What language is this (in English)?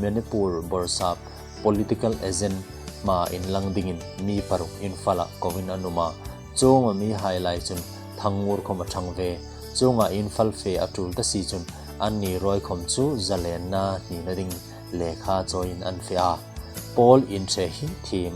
Hmar